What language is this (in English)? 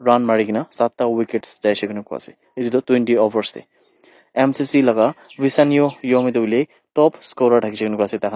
Naga Pidgin